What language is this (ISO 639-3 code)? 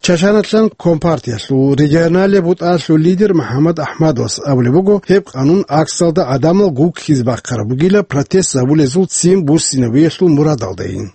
ava